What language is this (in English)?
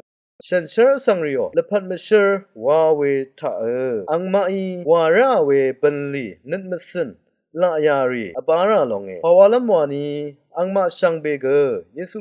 Rawang